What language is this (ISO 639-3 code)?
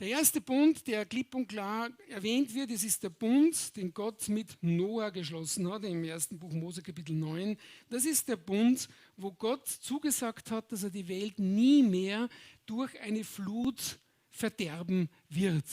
gsw